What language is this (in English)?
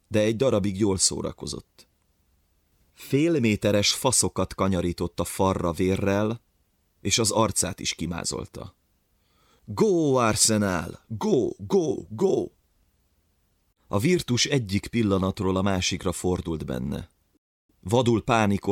Hungarian